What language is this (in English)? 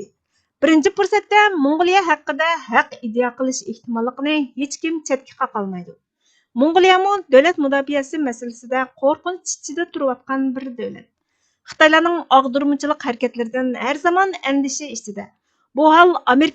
Uyghur